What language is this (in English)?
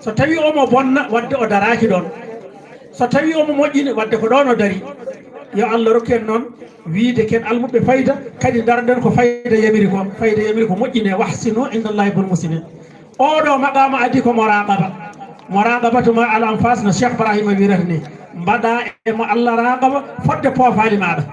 Fula